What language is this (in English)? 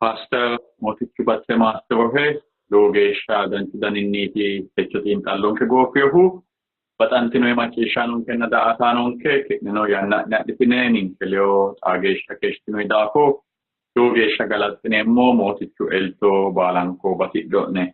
Sidamo